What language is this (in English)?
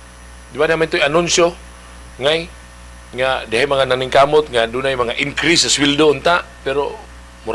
Cebuano